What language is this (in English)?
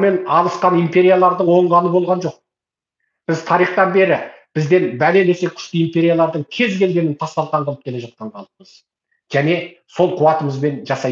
Kazakh